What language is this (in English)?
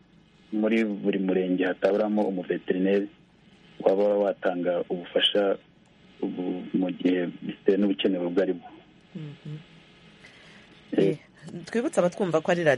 Kinyarwanda